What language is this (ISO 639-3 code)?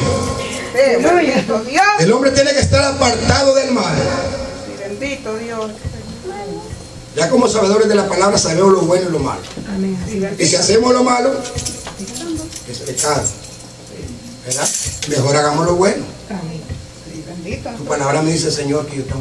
spa